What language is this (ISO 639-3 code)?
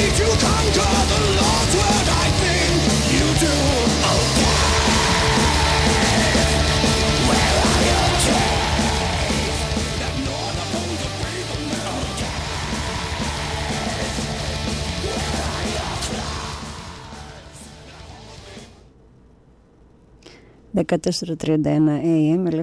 ell